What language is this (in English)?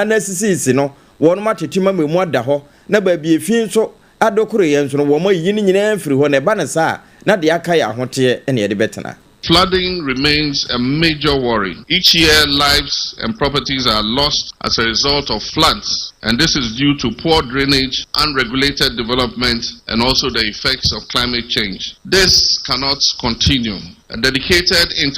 Akan